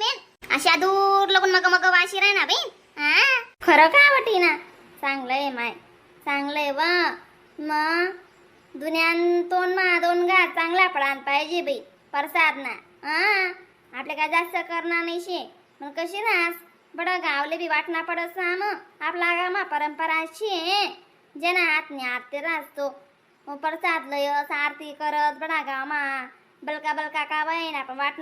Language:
Khandesi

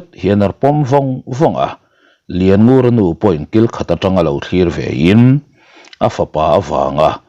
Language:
Mizo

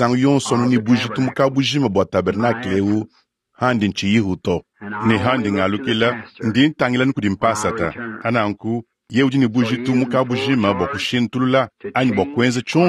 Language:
Luba-Lulua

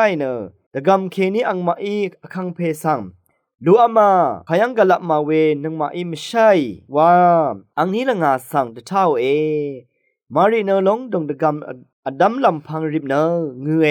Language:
Rawang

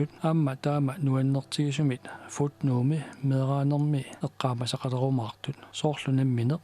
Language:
Kalaallisut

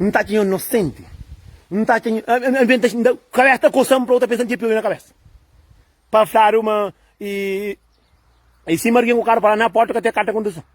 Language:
Kabuverdianu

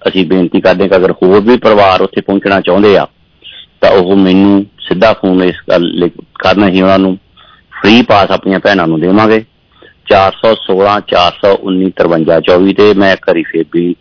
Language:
Punjabi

